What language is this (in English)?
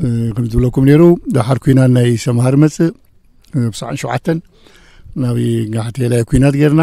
Tigrinya